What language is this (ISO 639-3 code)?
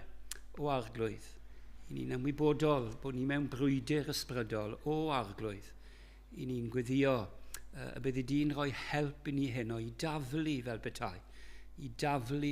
cym